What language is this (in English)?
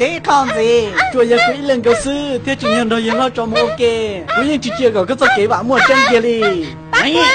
Hmong